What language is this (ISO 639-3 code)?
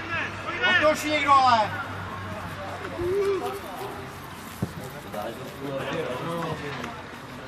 ces